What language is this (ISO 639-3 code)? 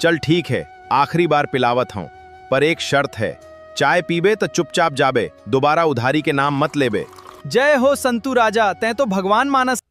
hne